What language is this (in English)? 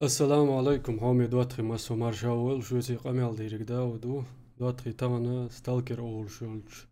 Chechen